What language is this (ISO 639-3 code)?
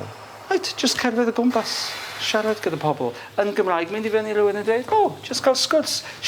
cym